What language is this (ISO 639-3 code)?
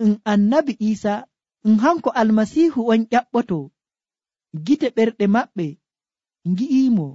fuv